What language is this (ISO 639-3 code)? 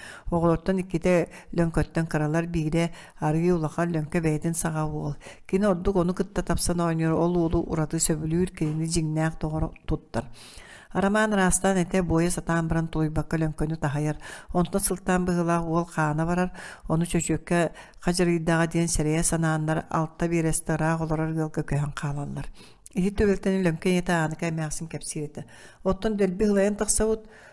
sah